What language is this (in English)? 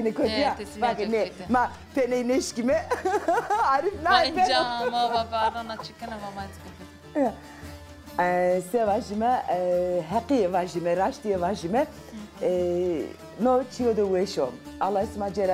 Zaza